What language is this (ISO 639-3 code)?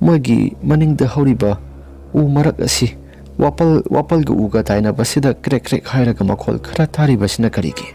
mni